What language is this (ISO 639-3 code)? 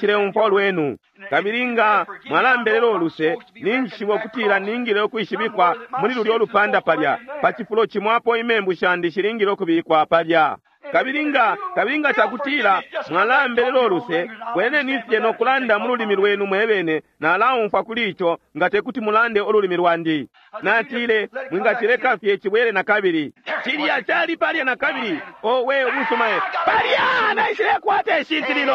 bem